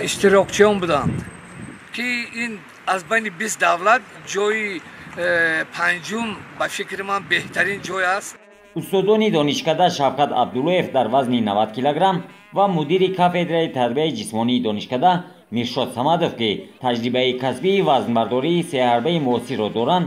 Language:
Tajik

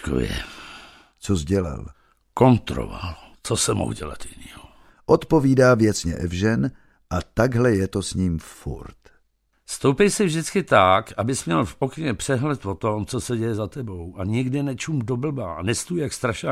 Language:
Czech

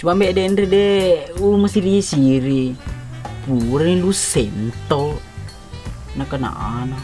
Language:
Buginese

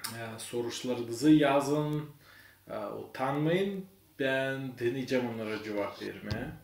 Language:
Gagauz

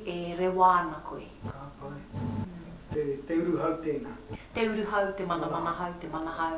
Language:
Māori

